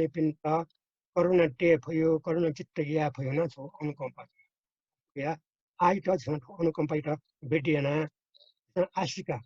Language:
Newari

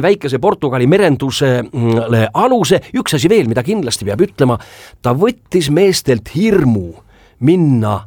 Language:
Estonian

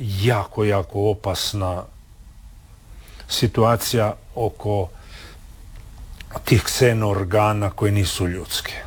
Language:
Croatian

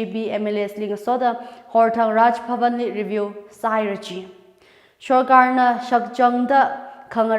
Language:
Tangkhul Naga (India)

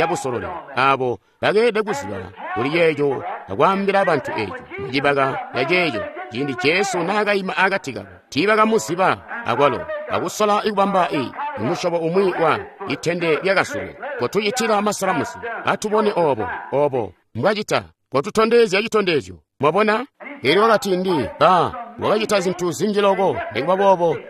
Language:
Tonga (Zambia)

